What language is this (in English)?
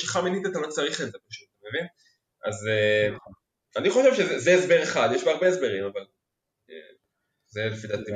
Hebrew